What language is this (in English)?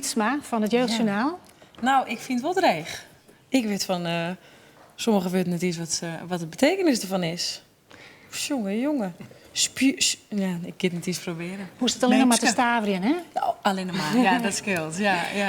Western Frisian